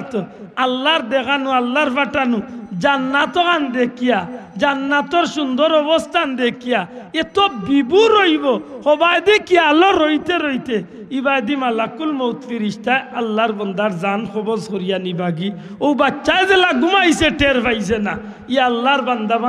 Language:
Sylheti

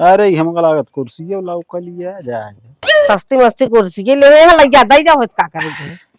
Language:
Awadhi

